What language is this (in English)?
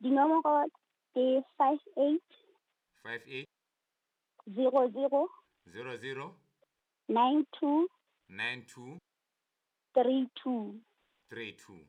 Southern Sotho